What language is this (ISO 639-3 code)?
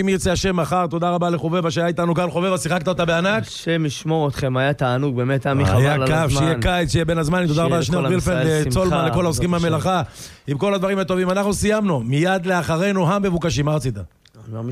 heb